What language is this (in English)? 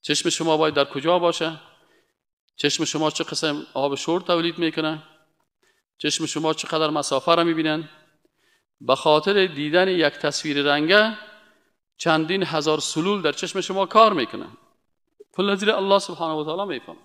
Persian